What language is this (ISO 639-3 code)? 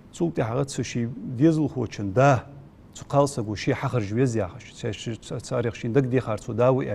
inh